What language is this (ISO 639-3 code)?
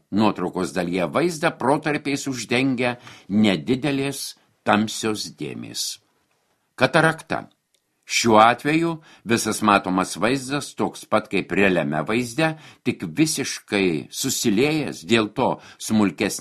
lit